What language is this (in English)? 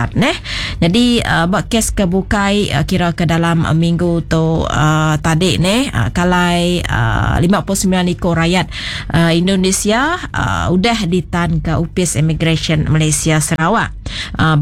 Iban